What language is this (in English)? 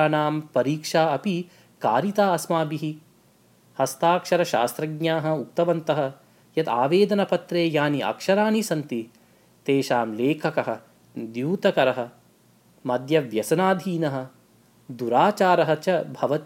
Sanskrit